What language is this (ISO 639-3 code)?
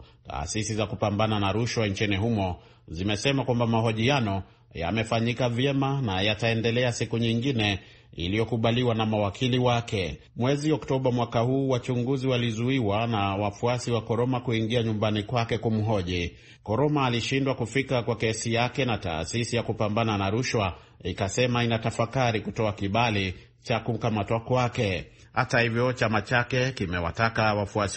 swa